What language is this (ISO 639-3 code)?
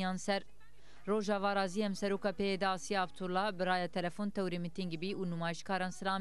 zza